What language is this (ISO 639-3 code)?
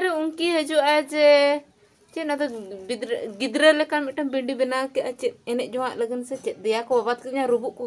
sat